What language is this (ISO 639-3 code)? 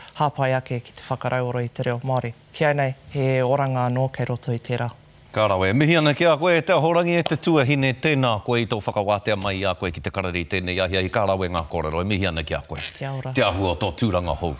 mri